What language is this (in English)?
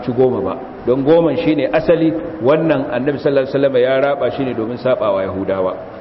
Hausa